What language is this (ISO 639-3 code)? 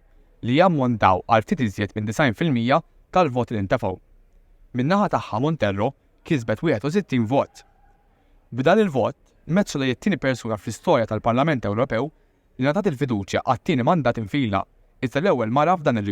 mlt